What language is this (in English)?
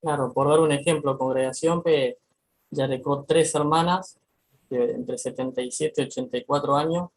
Guarani